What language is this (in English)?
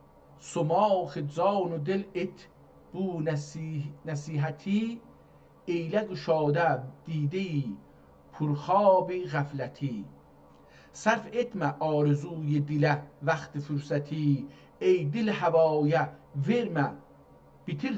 South Azerbaijani